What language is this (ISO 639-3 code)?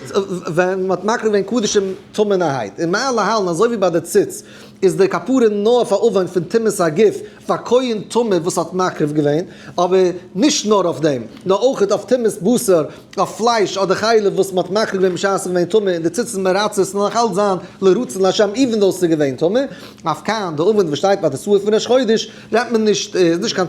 yid